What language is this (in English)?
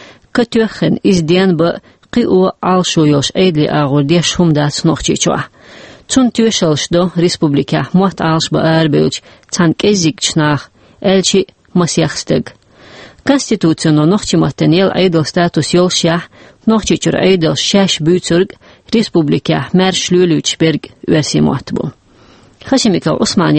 Chechen